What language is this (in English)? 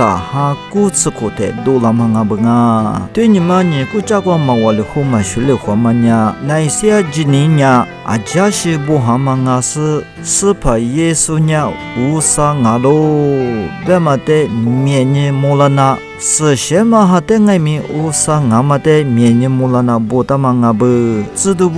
Lisu